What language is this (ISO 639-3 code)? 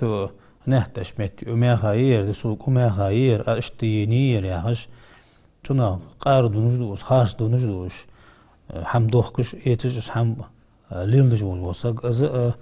inh